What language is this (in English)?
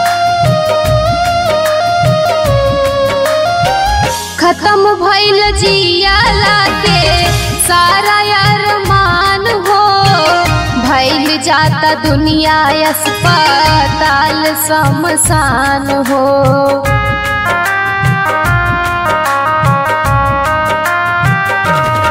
Bhojpuri